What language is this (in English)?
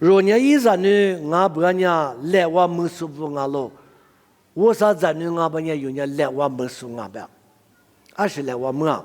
Lisu